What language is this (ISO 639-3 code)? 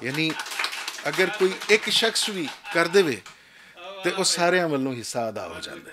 lah